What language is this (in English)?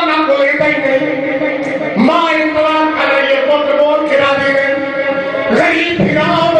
Saraiki